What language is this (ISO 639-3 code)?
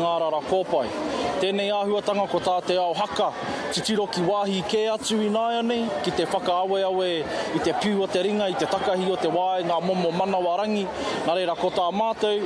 mri